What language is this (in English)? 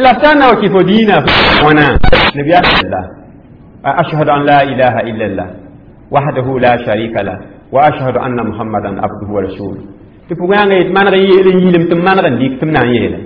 Mossi